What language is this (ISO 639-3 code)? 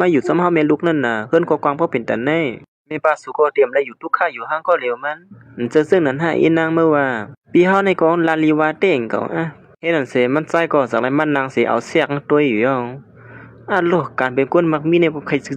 shn